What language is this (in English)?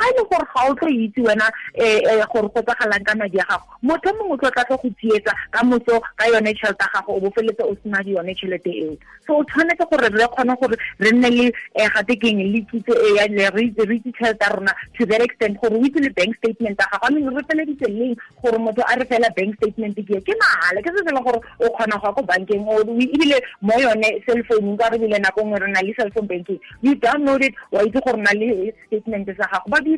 Tswana